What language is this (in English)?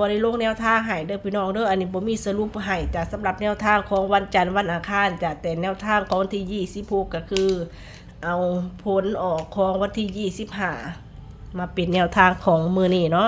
Northeastern Thai